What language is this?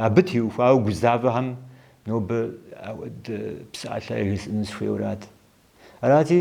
Kabardian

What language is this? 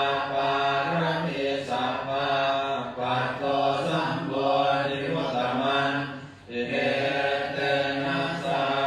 Pali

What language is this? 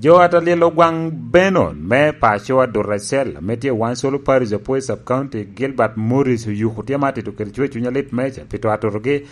Lango (Uganda)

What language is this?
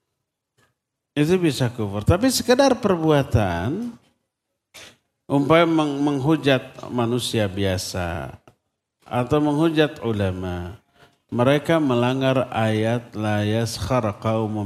Indonesian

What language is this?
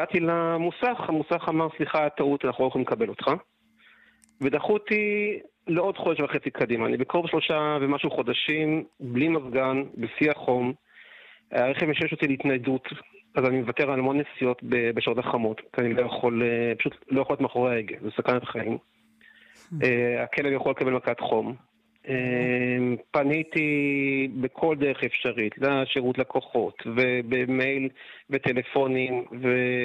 Hebrew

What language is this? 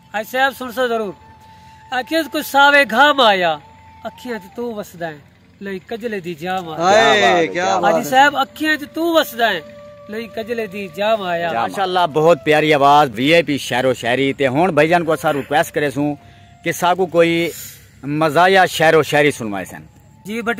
Saraiki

